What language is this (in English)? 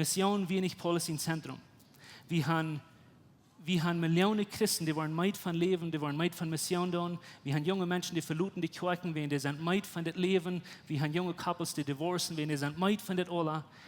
Plautdietsch